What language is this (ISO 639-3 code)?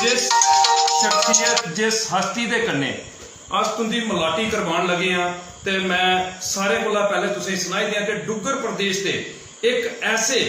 doi